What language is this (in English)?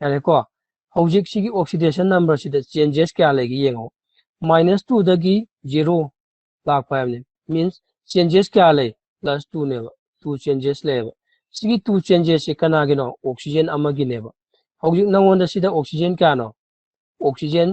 Manipuri